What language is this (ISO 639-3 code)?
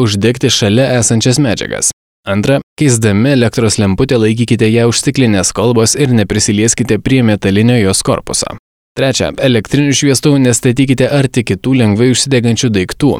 lit